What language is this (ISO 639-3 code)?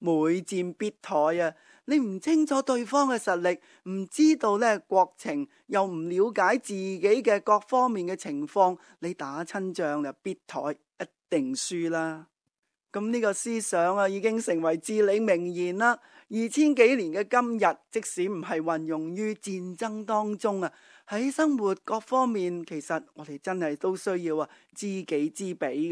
yue